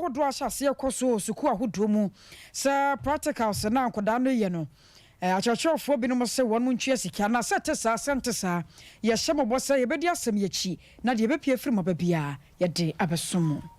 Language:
Akan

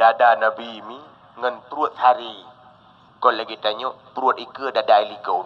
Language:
Achinese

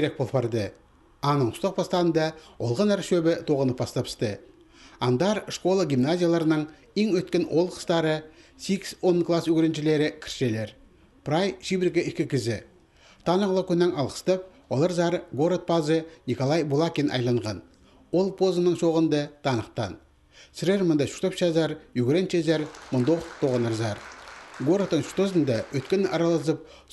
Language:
Khakas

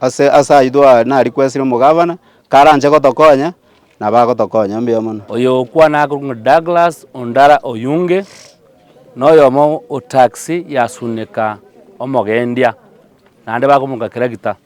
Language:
Gusii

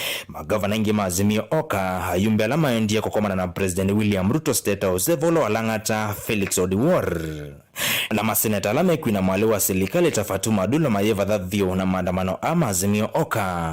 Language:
Kamba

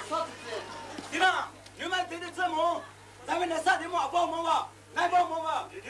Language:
Poumei Naga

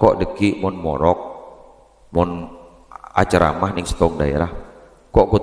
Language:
Madurese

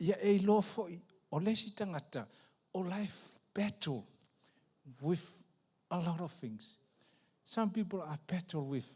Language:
Samoan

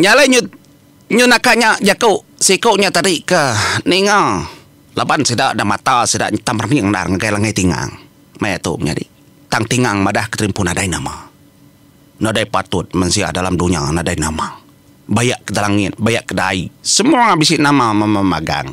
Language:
Iban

